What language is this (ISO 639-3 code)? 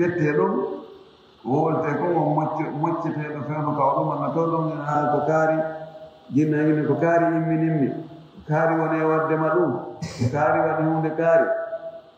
ful